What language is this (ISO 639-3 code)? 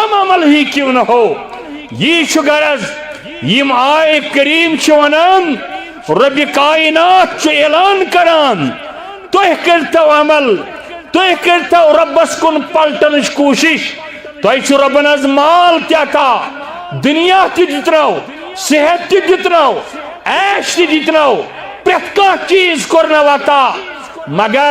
kas